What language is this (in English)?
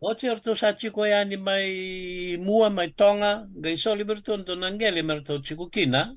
Fijian